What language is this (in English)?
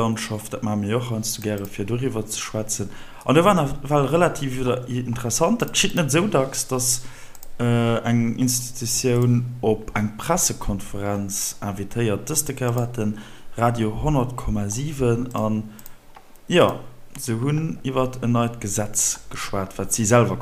Luxembourgish